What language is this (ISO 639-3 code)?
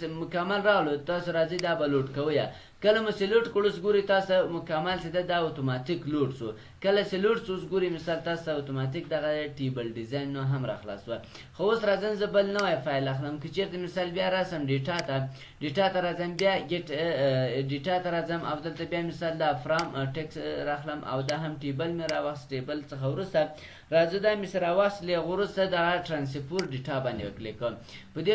pus